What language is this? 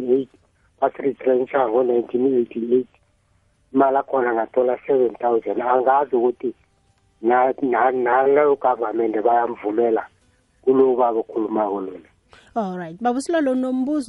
South Ndebele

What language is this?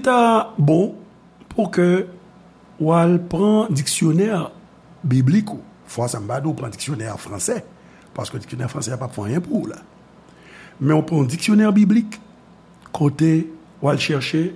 Haitian Creole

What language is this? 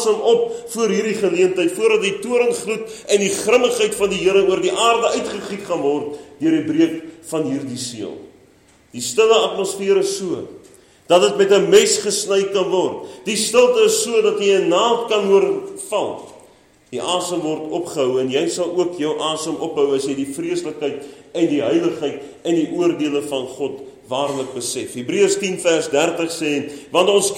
Afrikaans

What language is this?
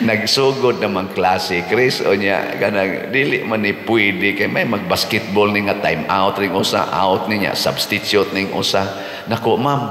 Cebuano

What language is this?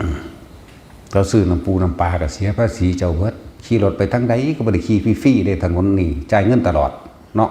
Northeastern Thai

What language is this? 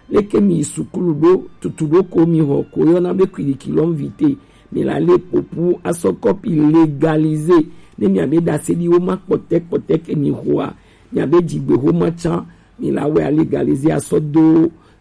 Gen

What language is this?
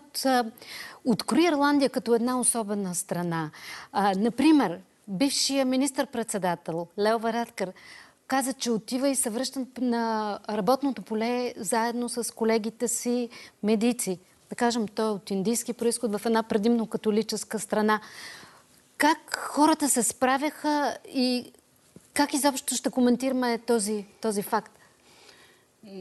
Bulgarian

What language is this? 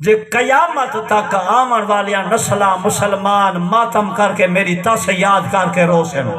Saraiki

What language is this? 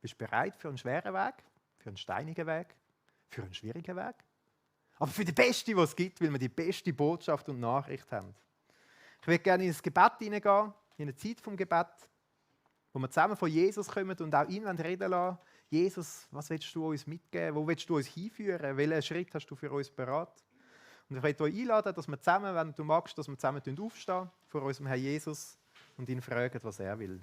Swiss German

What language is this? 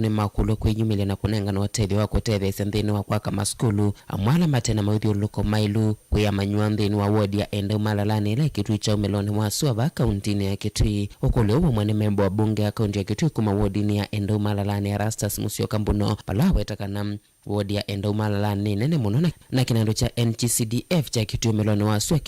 Kamba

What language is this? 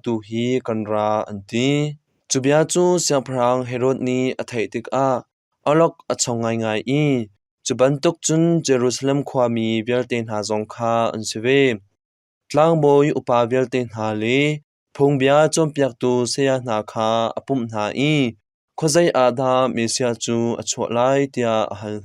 Hakha Chin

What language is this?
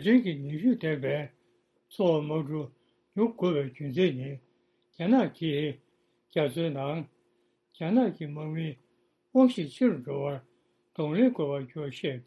Tibetan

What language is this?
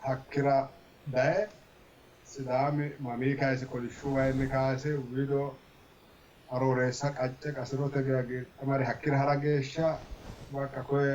Sidamo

